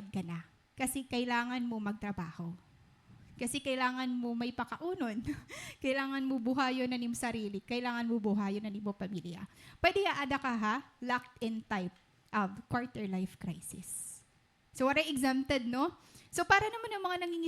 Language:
Waray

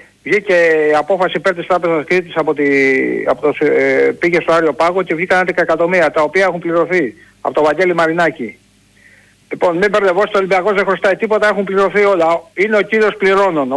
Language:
Greek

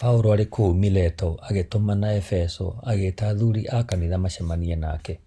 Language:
Kikuyu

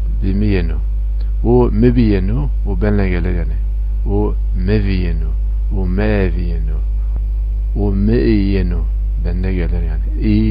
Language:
Zaza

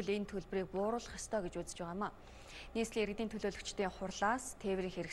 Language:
Mongolian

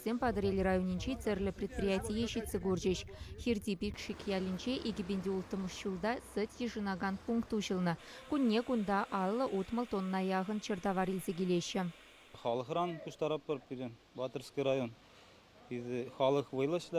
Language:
Chuvash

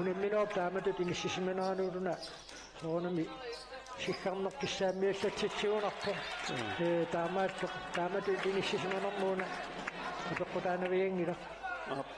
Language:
Kalaallisut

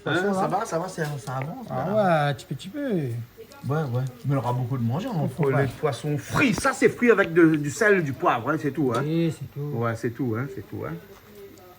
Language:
Réunion Creole French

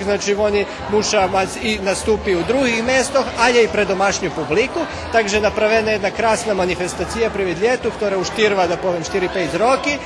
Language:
Rusyn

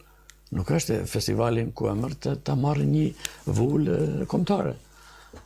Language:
Albanian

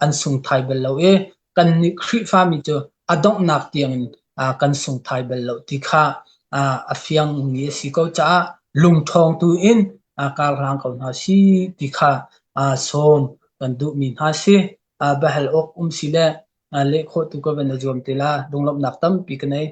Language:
Hakha Chin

